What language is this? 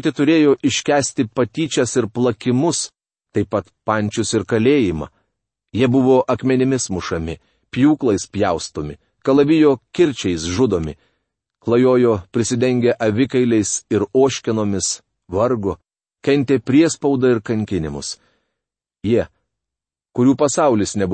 Lithuanian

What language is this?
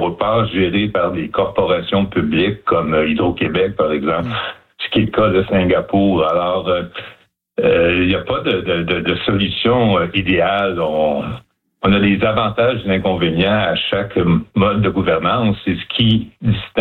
French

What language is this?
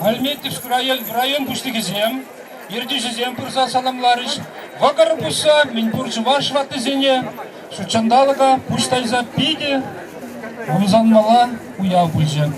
Chuvash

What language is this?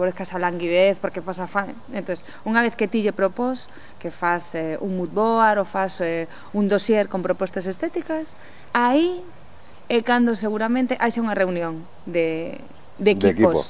Galician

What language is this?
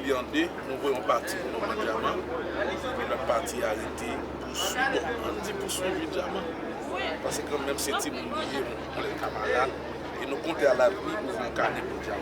Haitian Creole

